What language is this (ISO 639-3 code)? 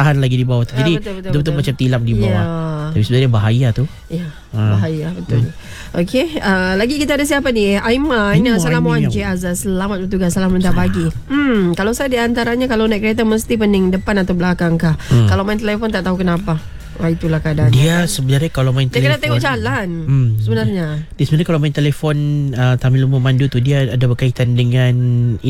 msa